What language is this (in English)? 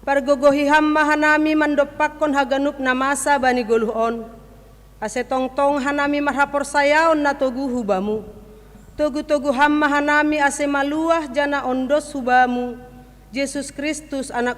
Batak Simalungun